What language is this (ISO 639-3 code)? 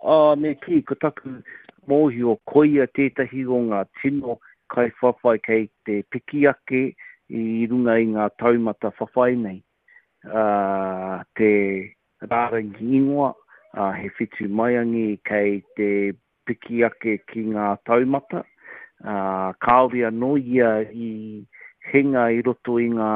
mri